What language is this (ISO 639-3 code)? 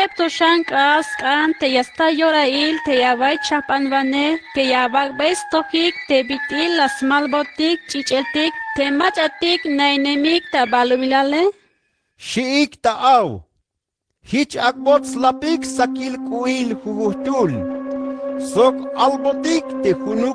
tzh